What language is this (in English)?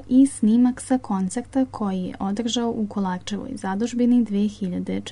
Serbian